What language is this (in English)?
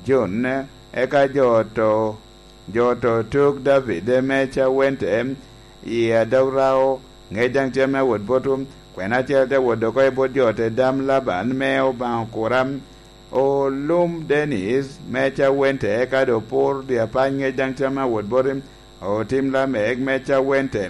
Lango (Uganda)